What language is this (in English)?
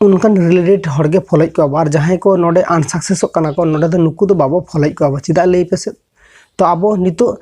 Santali